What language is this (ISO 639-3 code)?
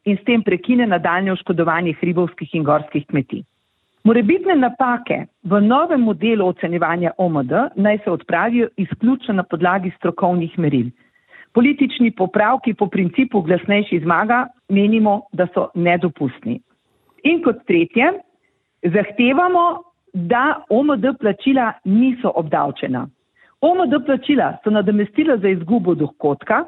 slv